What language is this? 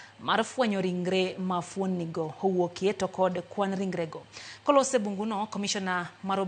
Luo (Kenya and Tanzania)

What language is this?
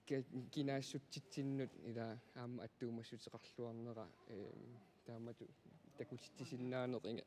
Kalaallisut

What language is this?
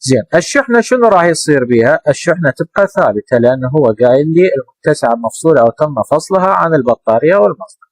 Mesopotamian Arabic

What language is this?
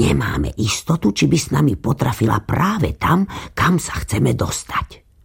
Slovak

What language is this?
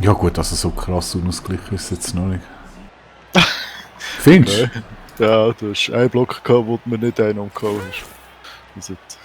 Swiss German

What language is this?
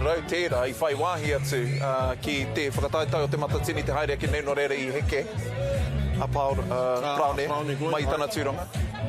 Māori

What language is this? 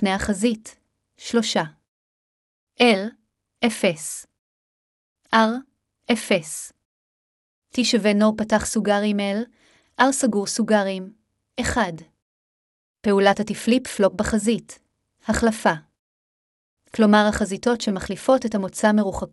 Hebrew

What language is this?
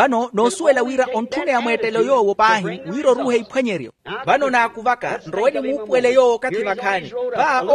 Makhuwa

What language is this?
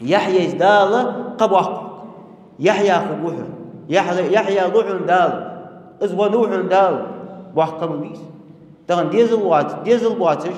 Ingush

